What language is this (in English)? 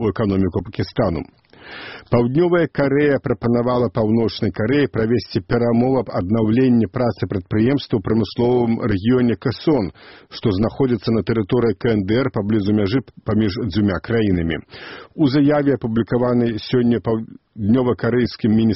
Belarusian